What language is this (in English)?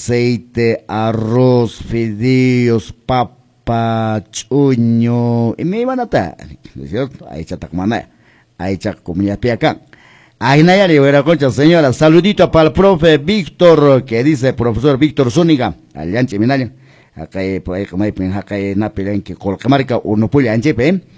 Quechua